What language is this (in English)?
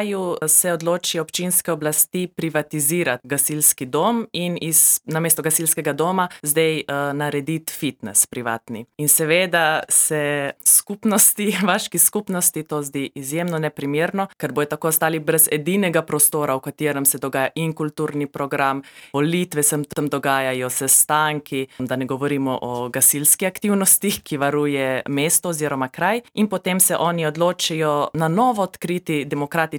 Slovenian